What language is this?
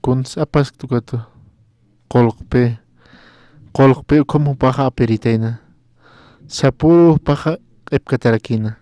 Aymara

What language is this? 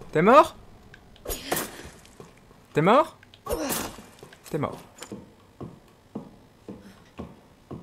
French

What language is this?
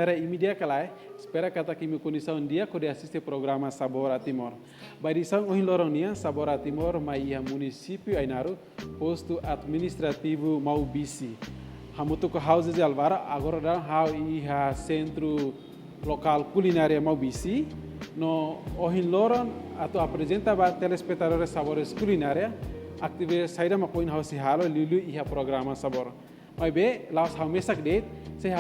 Tetum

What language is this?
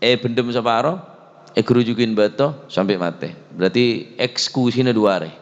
Madurese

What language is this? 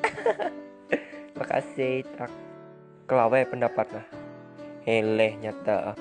Ma'anyan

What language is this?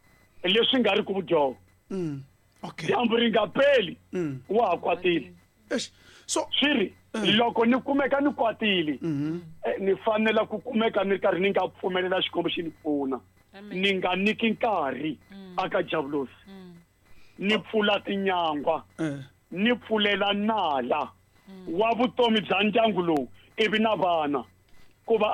Tsonga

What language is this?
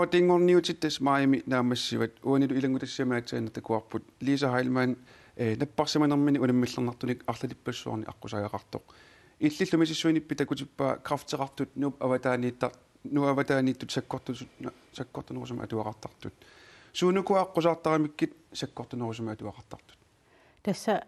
Kalaallisut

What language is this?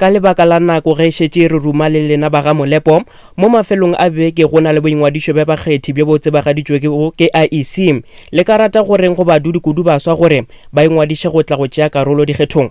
Northern Sotho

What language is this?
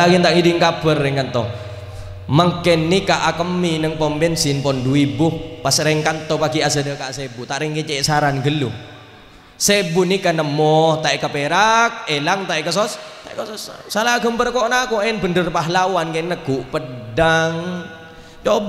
Madurese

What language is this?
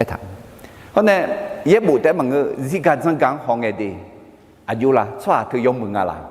Akha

